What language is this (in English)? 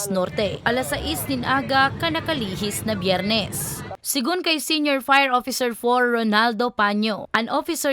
Bikol